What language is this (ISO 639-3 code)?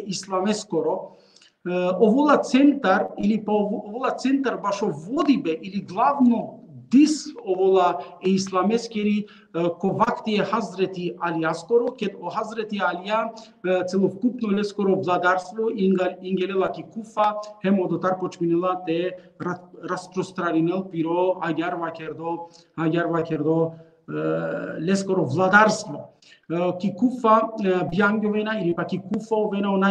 rmn